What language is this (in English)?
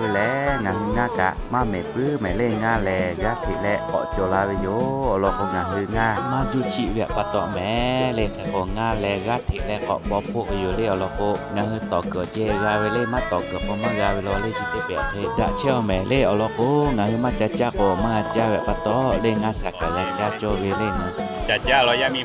Lahu